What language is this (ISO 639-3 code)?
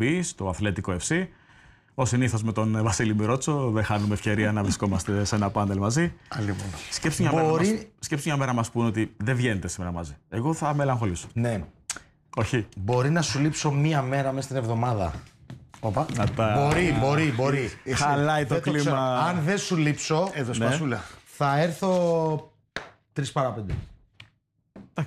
ell